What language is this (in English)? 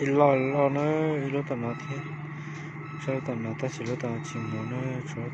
Hmong